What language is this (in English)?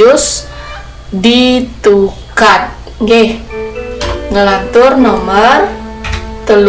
Balinese